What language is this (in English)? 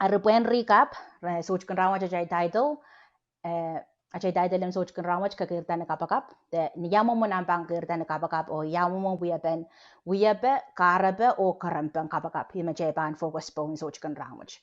Pohnpeian